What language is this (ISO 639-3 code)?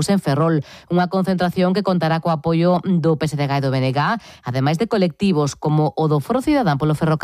glg